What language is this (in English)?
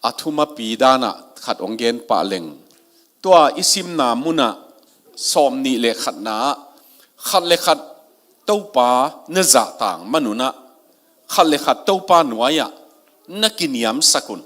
Tedim Chin